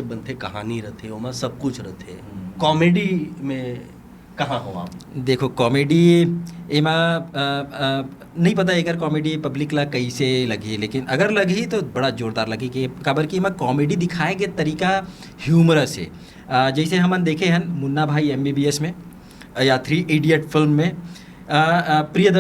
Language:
Chhattisgarhi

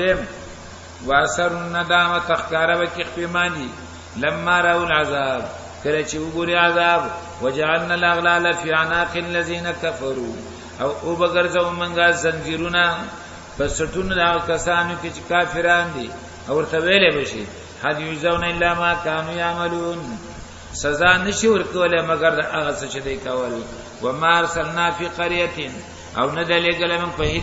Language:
Pashto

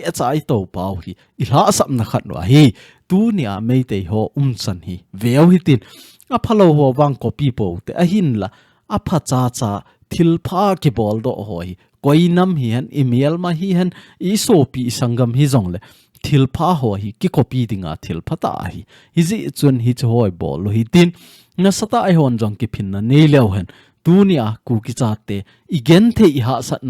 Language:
Thado Chin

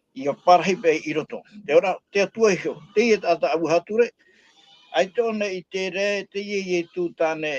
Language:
Tahitian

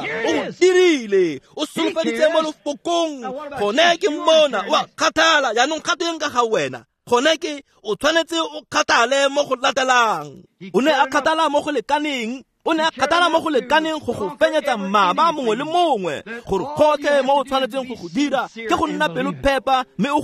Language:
Tswana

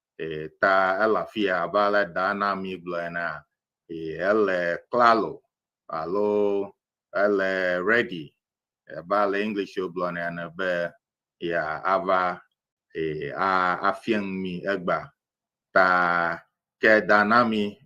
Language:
Ewe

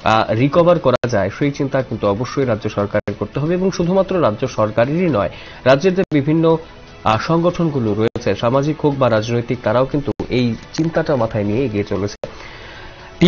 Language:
Bangla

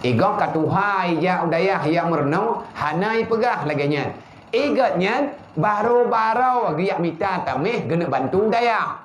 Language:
Achinese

